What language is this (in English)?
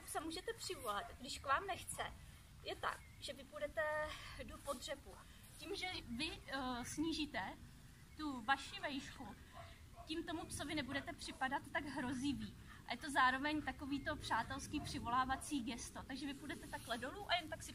Czech